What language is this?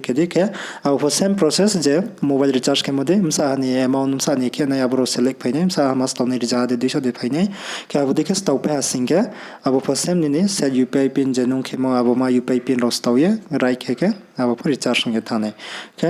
Riang (India)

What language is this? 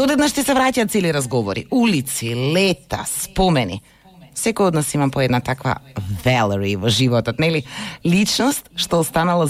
Macedonian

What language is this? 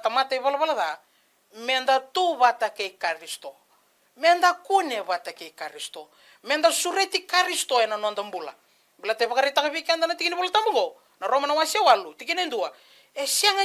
Fijian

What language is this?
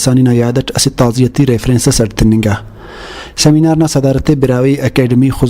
Brahui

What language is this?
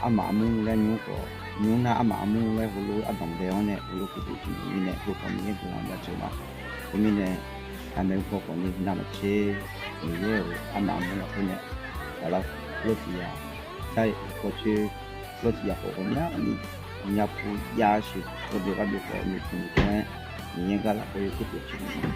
Akha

